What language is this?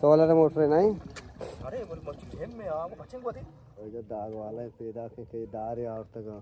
Eastern Balochi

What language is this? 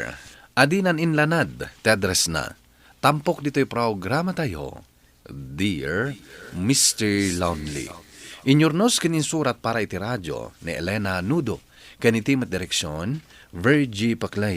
Iloko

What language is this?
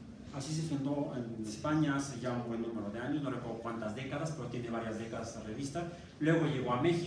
Spanish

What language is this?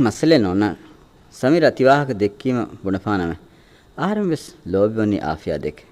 Divehi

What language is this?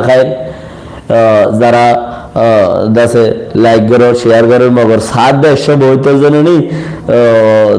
Rohingya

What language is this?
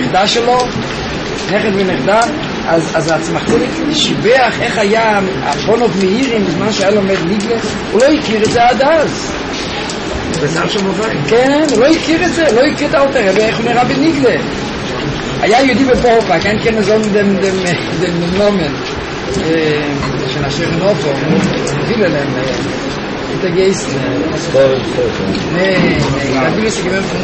Hebrew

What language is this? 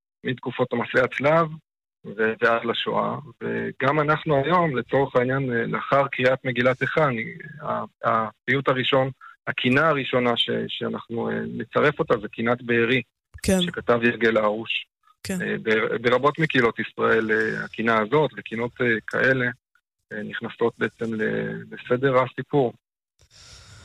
Hebrew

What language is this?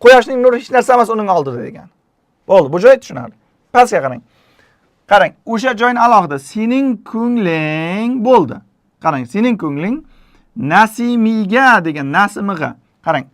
Uzbek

